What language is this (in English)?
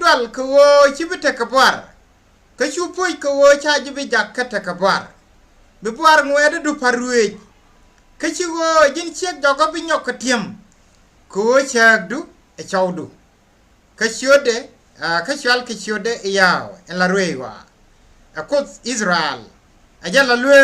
Nuer